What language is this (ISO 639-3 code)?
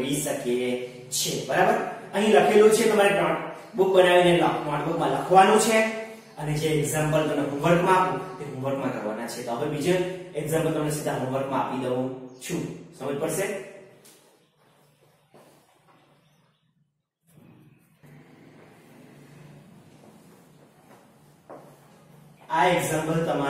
guj